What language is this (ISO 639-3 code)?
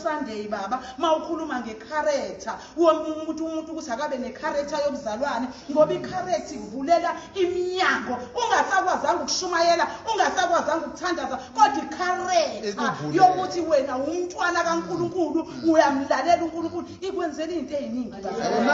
zul